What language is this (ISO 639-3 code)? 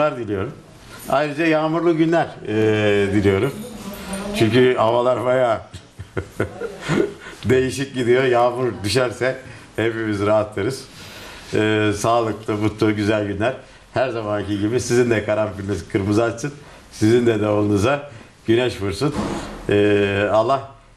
tur